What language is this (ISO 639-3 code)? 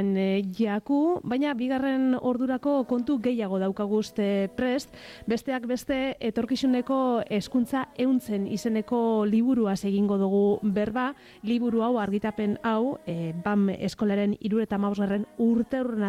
eus